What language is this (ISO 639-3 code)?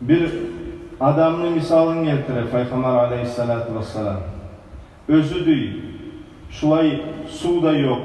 kum